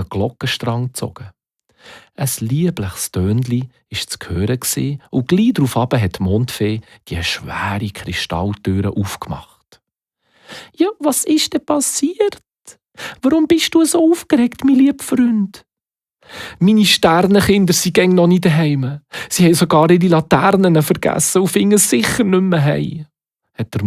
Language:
Swiss German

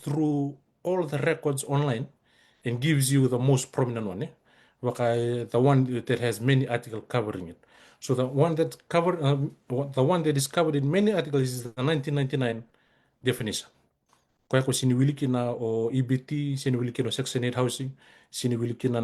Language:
Fijian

